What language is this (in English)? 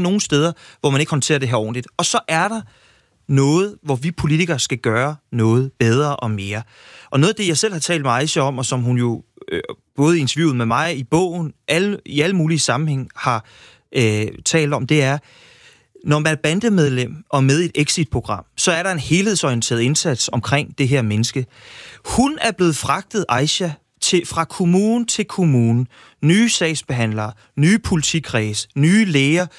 Danish